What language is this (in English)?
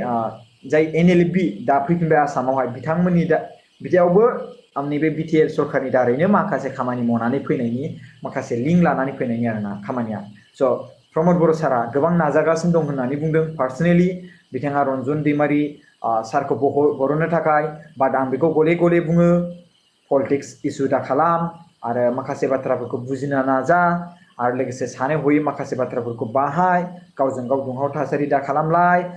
Bodo